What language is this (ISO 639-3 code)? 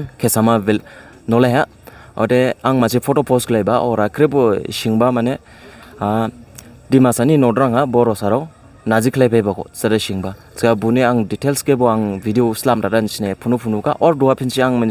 dis